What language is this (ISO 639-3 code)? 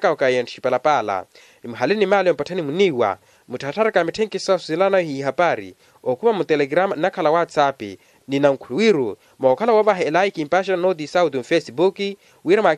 vmw